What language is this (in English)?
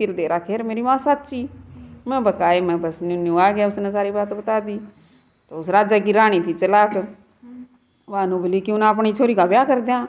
Haryanvi